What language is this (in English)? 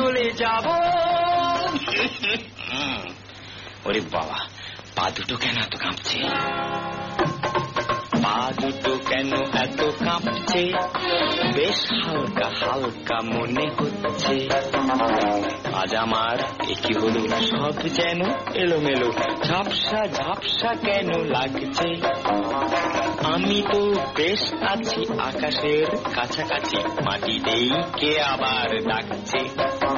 Bangla